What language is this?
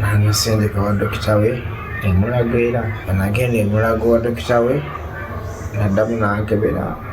Ganda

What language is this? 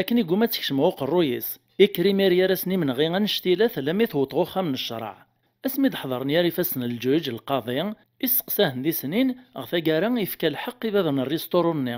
Kabyle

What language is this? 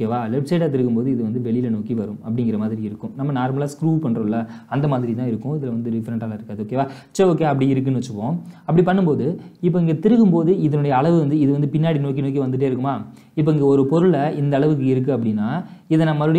Tamil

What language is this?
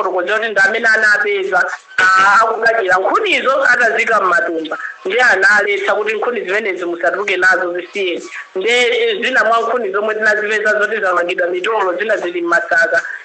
Nyanja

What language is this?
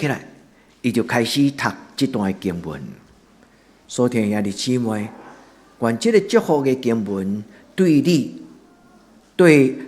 Min Nan Chinese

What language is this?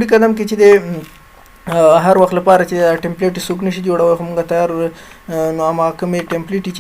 Pashto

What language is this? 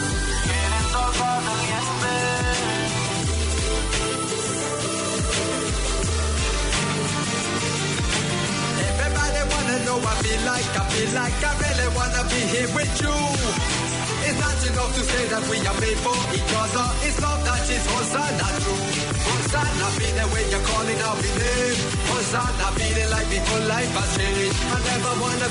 Tamil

